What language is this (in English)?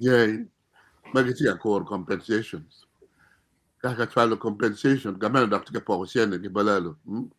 Acoli